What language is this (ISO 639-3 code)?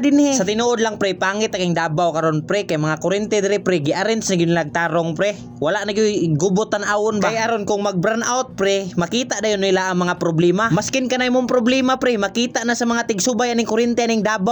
ceb